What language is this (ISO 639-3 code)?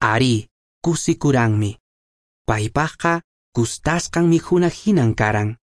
que